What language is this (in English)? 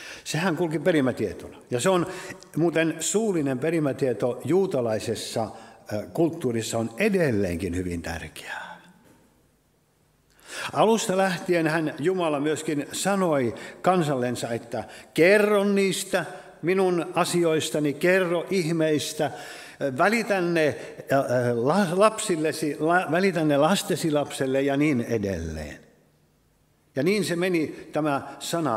Finnish